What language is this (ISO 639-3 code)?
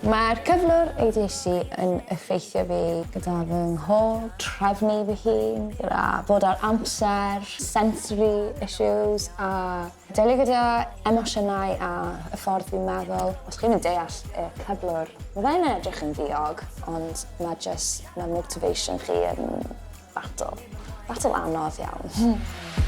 cym